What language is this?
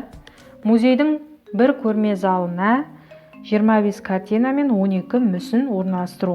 Kazakh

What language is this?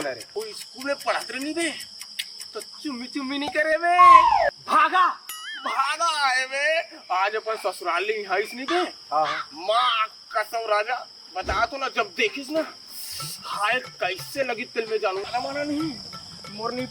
Chhattisgarhi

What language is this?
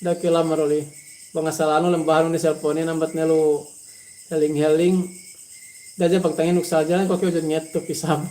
Yakan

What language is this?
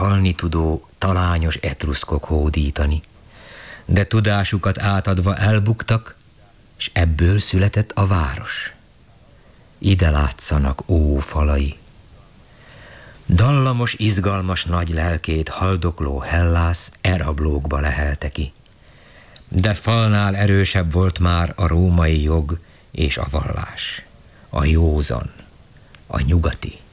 Hungarian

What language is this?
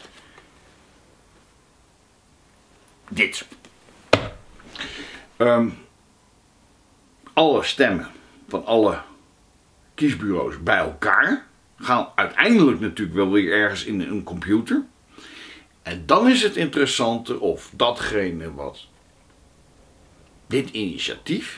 Dutch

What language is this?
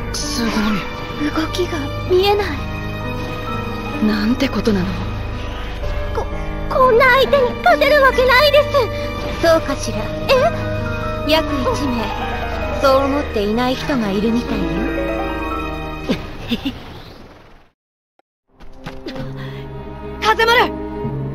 Japanese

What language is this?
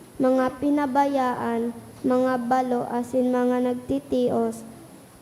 Bikol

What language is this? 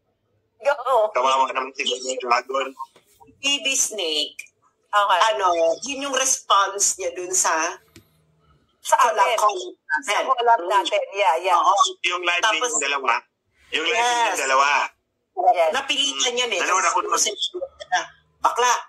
Filipino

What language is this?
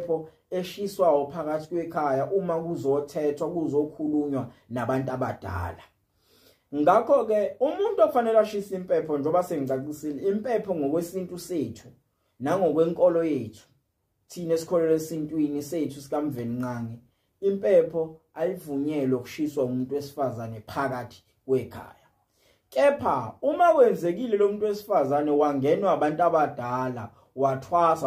Zulu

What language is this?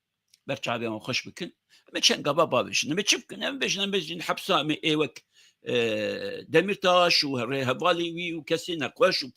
Kurdish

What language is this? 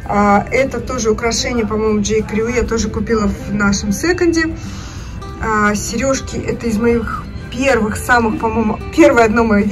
Russian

